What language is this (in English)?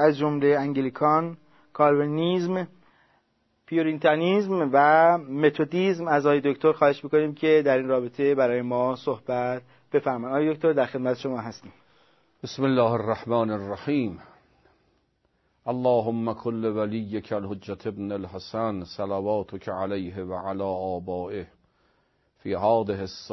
Persian